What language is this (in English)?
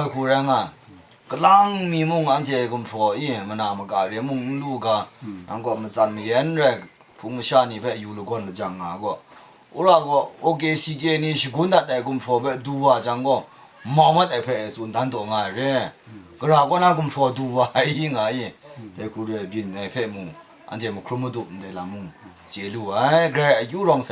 Kachin